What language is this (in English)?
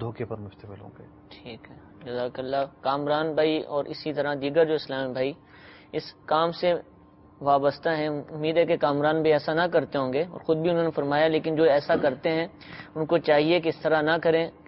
Urdu